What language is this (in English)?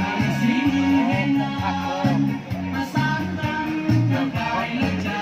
Lao